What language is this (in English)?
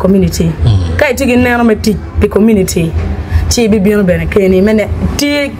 Acoli